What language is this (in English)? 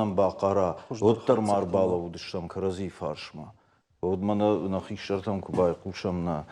Ossetic